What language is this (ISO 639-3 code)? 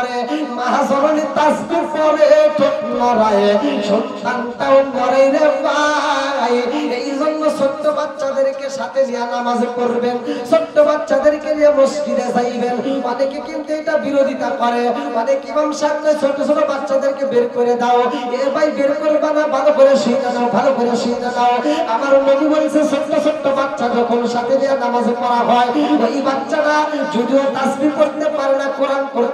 ben